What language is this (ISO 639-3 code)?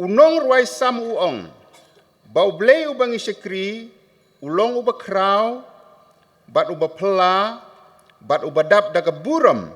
kha